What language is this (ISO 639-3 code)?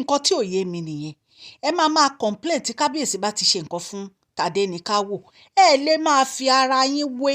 yor